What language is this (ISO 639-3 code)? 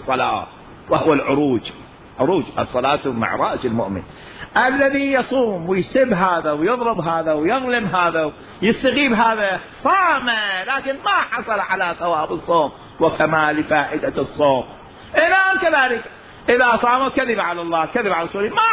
acm